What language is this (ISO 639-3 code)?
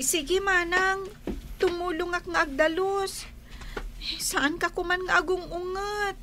ilo